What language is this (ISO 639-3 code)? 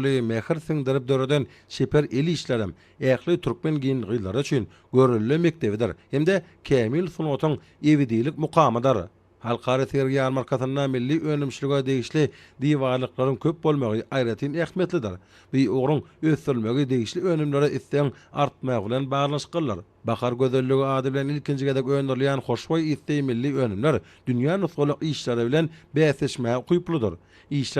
tuk